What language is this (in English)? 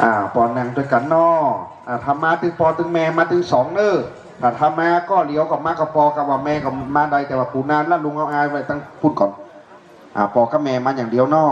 Shan